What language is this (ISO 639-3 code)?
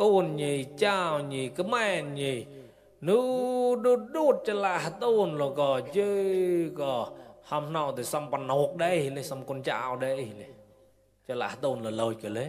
mnw